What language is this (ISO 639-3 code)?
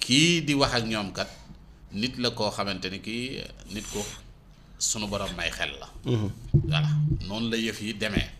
wol